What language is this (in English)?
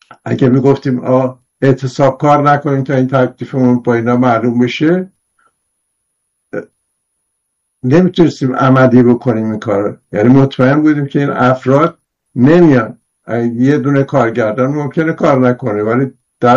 Persian